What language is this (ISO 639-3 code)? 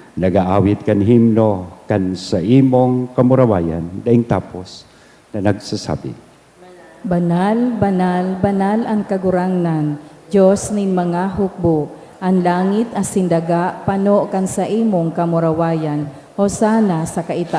bik